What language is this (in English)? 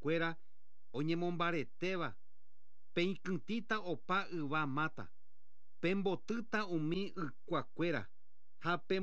Guarani